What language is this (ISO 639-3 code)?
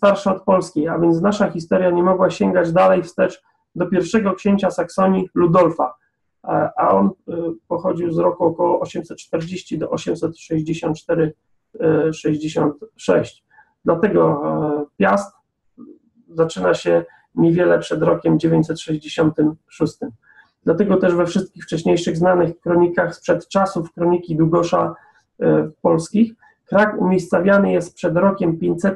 pol